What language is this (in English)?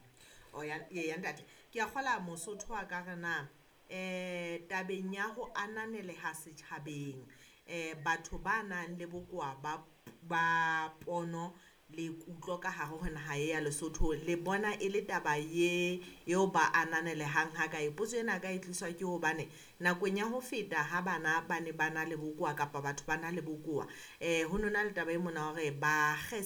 Southern Sotho